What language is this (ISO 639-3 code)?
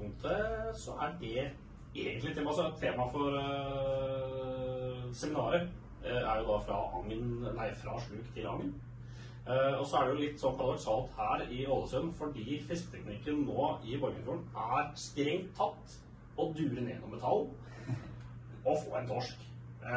nor